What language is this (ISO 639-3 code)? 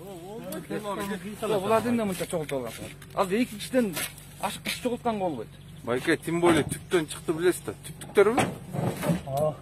kir